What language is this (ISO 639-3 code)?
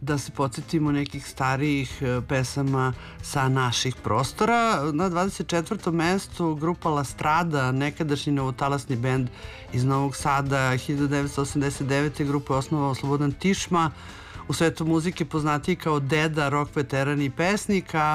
srp